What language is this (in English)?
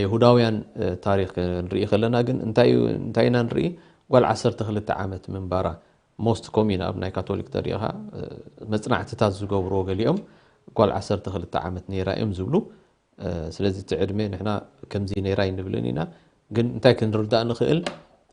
Tigrinya